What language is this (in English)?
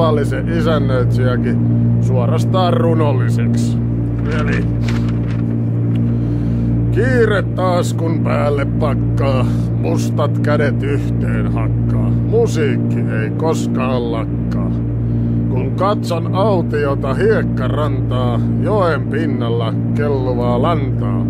Finnish